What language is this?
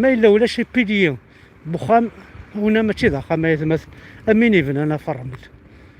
Kabyle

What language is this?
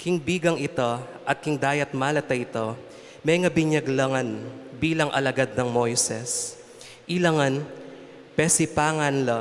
Pampanga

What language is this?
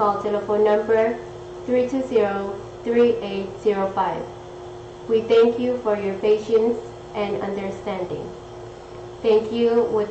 Pohnpeian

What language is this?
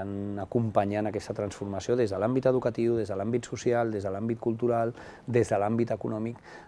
Catalan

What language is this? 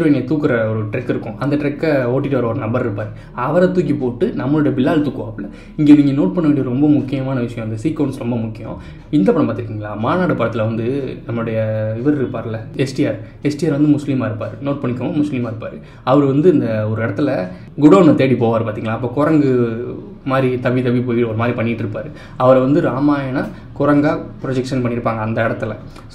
Tamil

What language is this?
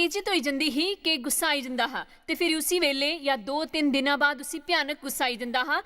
Dogri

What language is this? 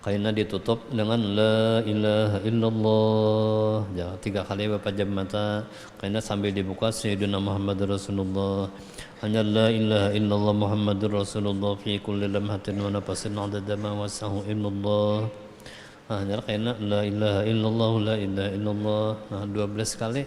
Banjar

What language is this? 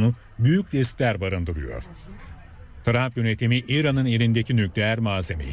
Turkish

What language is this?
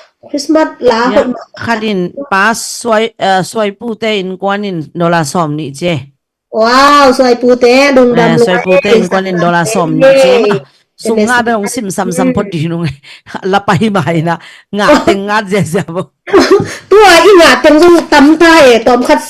Tedim Chin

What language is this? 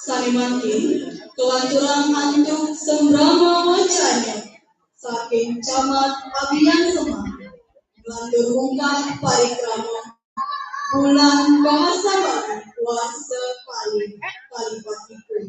Balinese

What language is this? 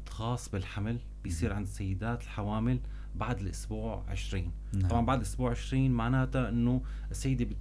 North Levantine Arabic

